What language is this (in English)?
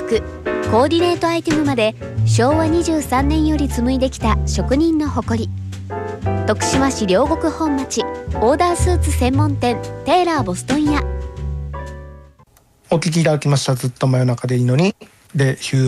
Japanese